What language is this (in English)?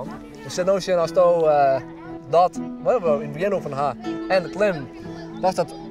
Western Frisian